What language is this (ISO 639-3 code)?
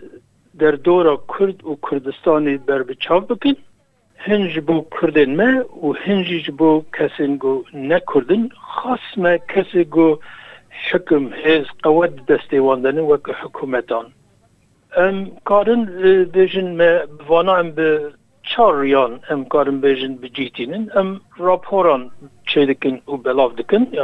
kur